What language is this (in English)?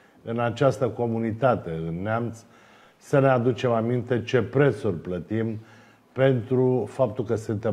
Romanian